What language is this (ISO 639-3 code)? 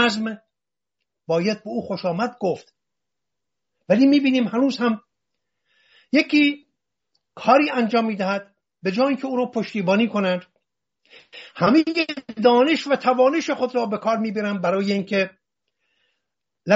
fas